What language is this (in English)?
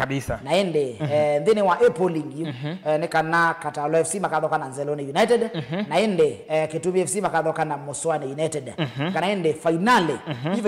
Kamba